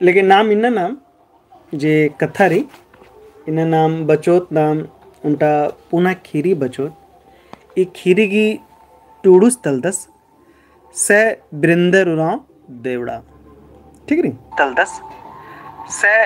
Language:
Kurukh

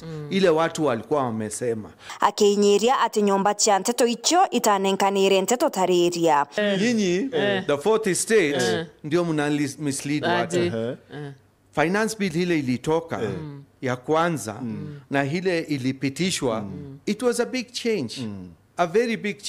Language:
Meru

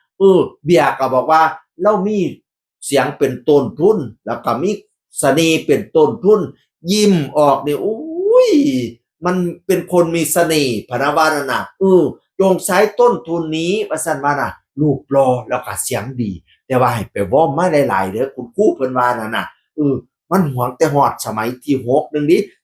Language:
Northeastern Thai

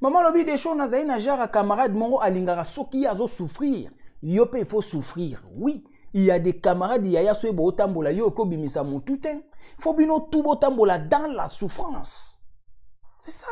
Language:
Lingala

